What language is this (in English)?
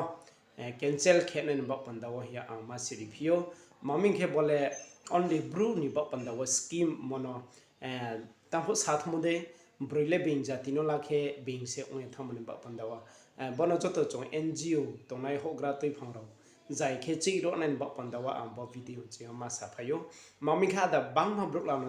Riang (India)